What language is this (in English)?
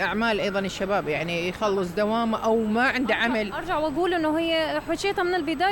Mesopotamian Arabic